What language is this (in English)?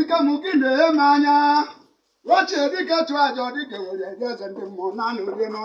Igbo